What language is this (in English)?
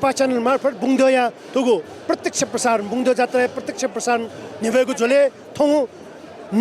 Newari